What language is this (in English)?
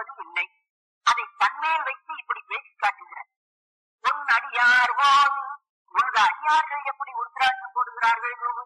Tamil